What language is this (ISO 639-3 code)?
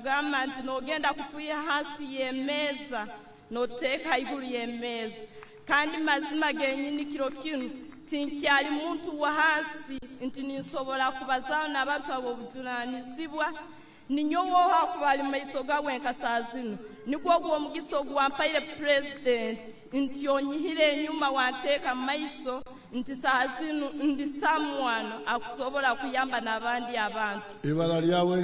nyn